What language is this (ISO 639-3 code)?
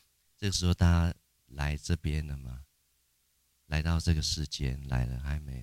zho